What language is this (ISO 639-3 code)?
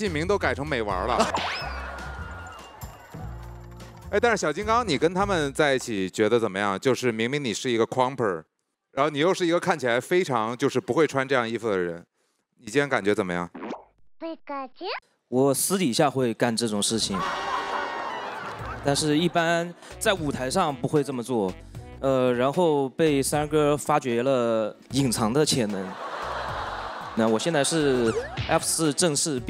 zho